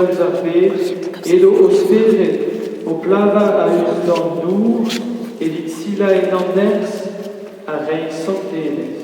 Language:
Breton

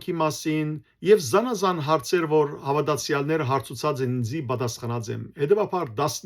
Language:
Western Armenian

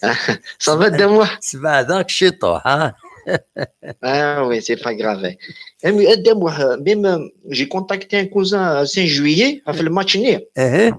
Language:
Kabyle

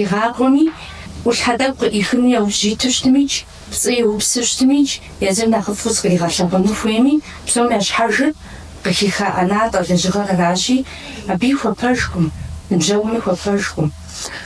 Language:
Kabardian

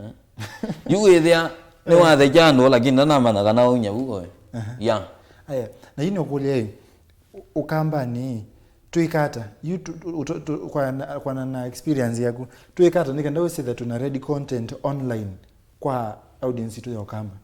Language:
Kamba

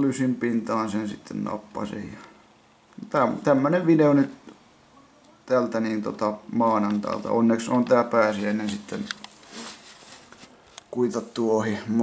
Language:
Finnish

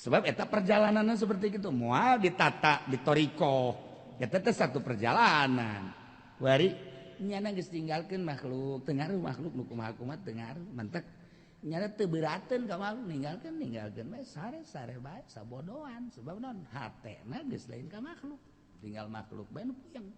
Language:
Sundanese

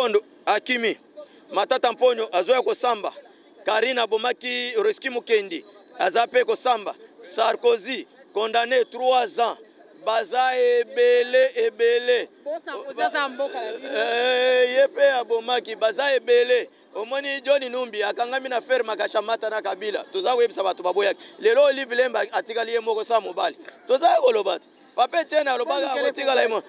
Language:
Lingala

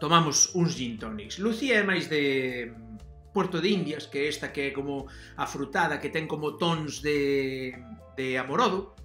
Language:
Galician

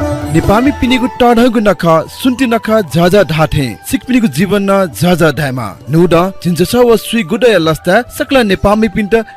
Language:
Newari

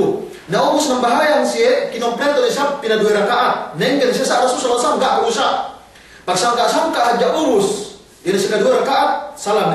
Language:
Yakan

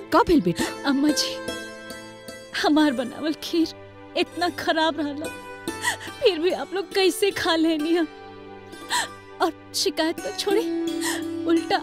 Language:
Bhojpuri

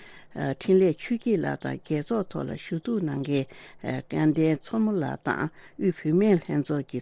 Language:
Tibetan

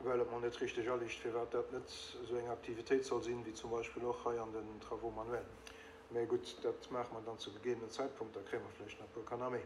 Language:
Luxembourgish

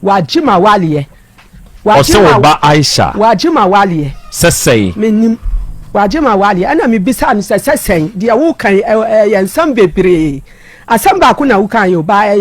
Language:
Akan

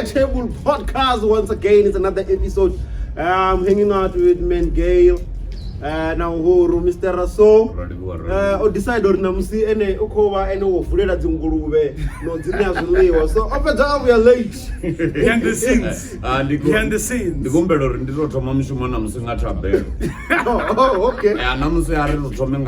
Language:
Venda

